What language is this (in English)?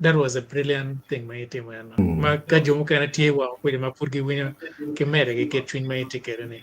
Acoli